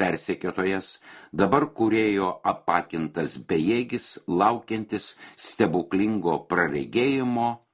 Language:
Lithuanian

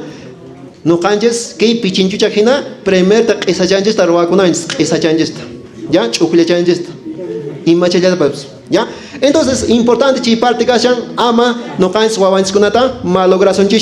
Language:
Quechua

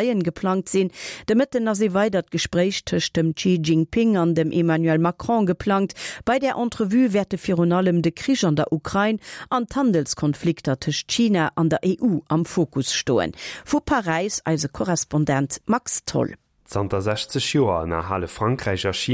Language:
Luxembourgish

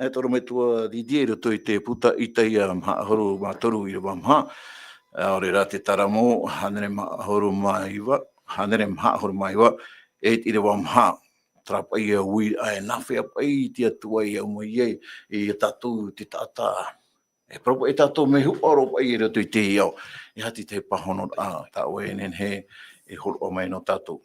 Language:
Tahitian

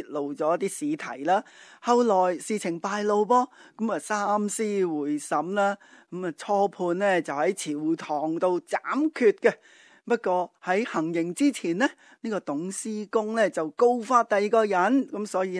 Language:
Cantonese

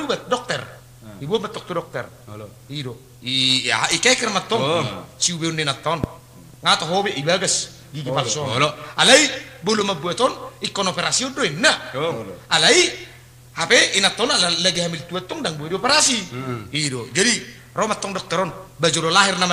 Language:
Batak Toba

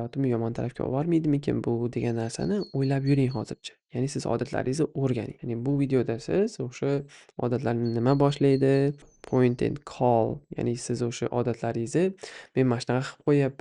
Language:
Uzbek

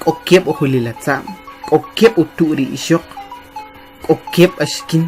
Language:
Kʼicheʼ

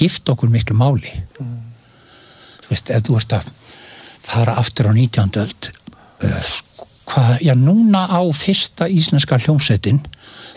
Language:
Icelandic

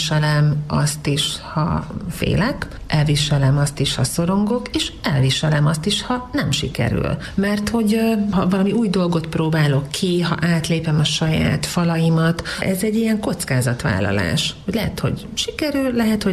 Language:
Hungarian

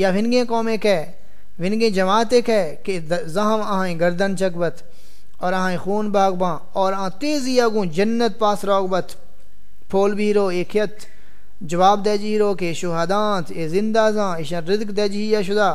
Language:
Saraiki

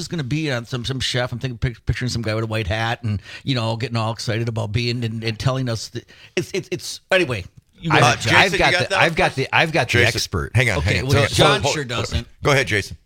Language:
English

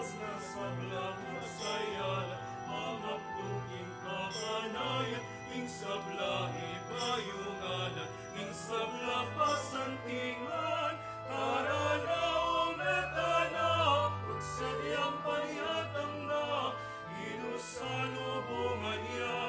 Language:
Pampanga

